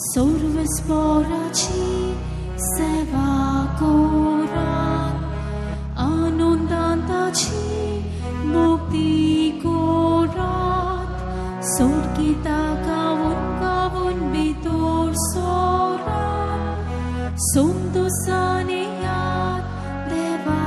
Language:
Konkani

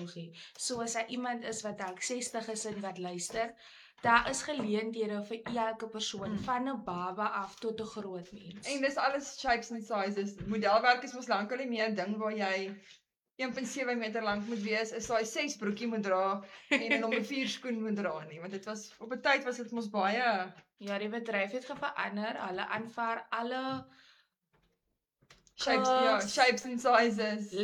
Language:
Afrikaans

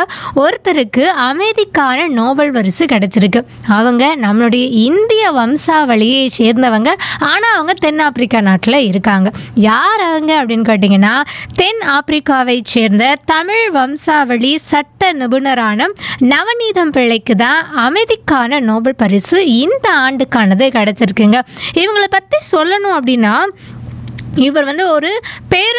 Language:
Tamil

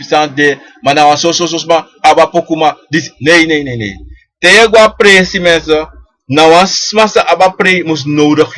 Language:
Sranan Tongo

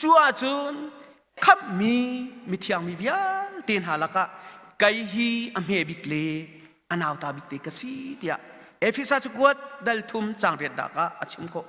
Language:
Hakha Chin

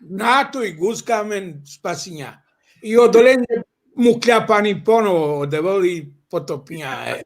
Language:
Balkan Romani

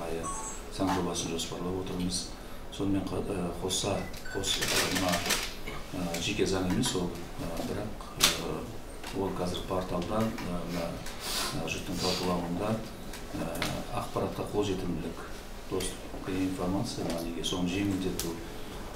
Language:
Kazakh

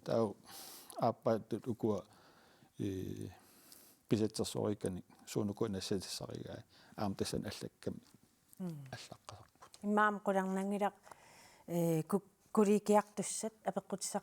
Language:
Kalaallisut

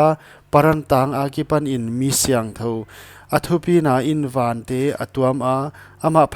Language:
Paite Chin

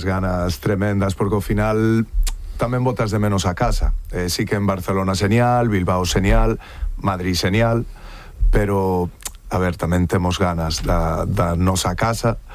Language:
Galician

